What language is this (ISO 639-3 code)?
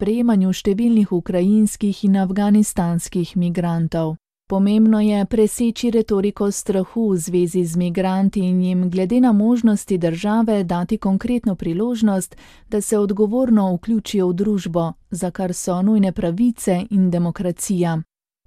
slv